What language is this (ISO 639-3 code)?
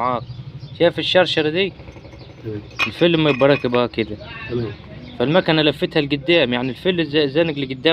arz